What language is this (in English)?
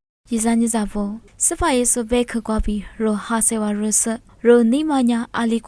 Lisu